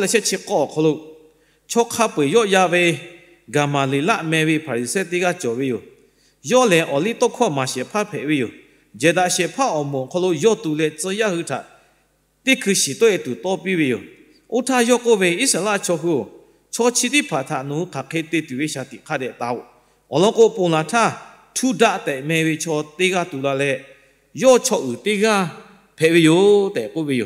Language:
Lahu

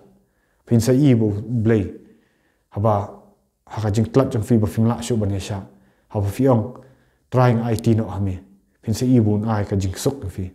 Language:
Khasi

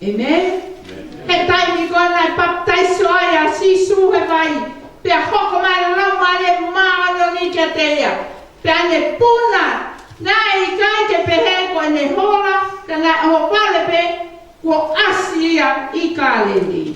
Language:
Tongan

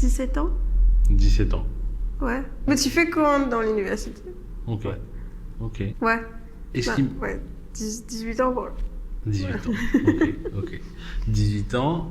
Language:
Morisyen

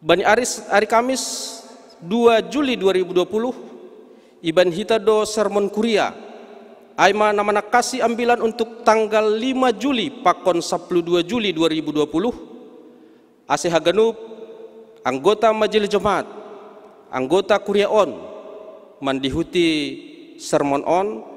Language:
Batak Simalungun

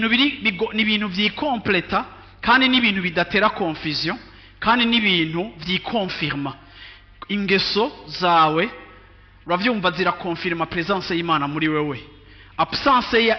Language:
Rundi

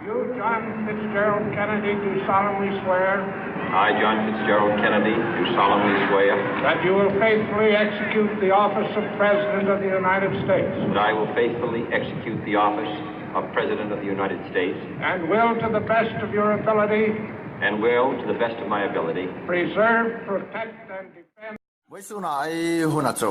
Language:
Hmar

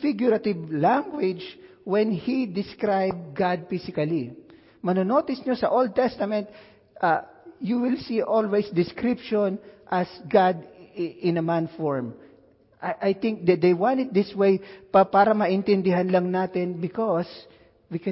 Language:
Filipino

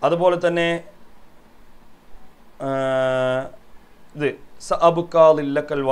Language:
Malayalam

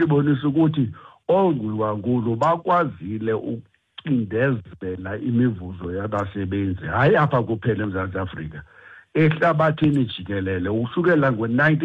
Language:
Xhosa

